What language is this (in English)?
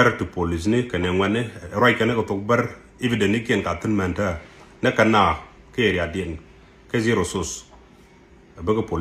Nuer